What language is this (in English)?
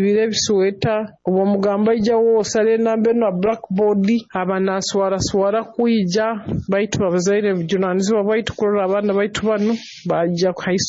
Nyoro